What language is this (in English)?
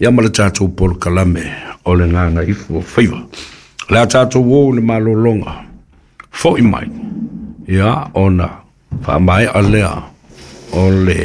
Samoan